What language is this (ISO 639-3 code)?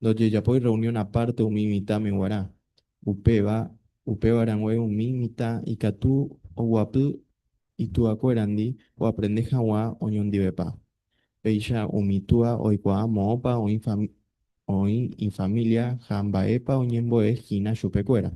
grn